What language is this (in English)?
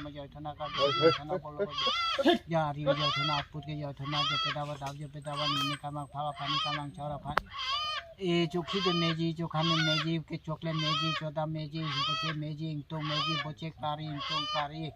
Karbi